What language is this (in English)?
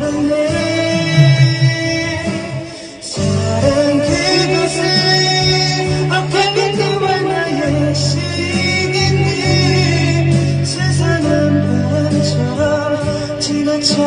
Korean